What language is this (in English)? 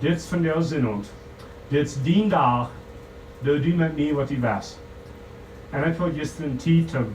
Plautdietsch